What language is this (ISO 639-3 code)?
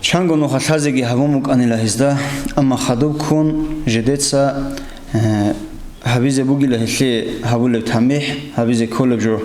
ava